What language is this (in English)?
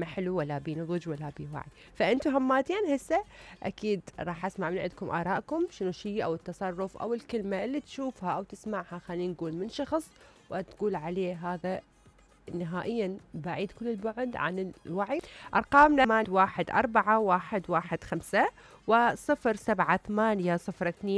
Mesopotamian Arabic